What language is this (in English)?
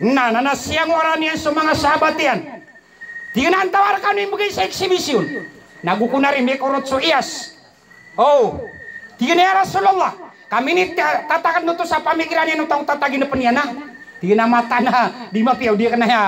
Maranao